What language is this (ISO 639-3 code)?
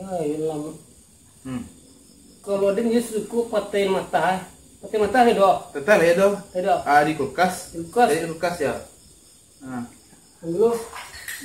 min